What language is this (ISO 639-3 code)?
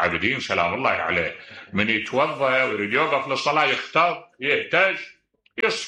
acm